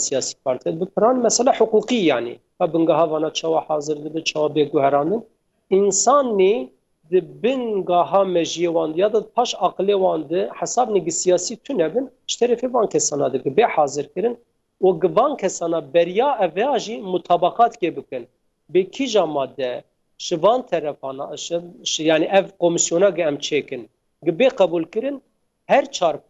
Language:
Kurdish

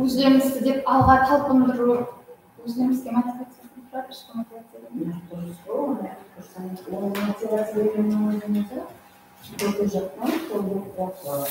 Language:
Kara-Kalpak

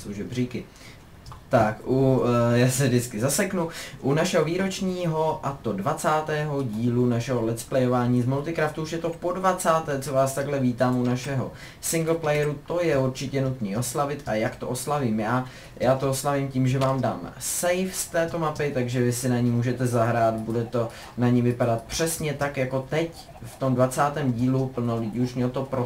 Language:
Czech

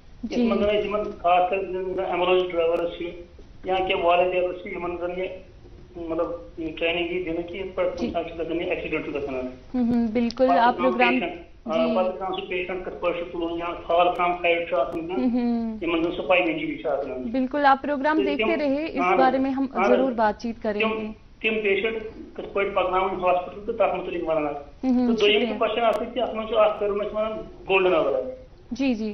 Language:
Kashmiri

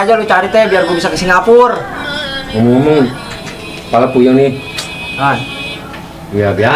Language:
Betawi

